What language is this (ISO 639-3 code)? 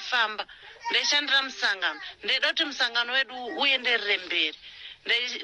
sna